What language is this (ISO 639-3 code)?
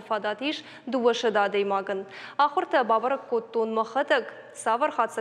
oss